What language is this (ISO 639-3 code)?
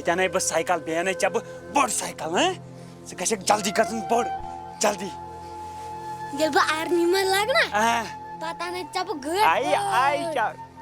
kas